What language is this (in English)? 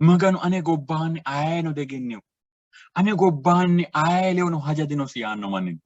Sidamo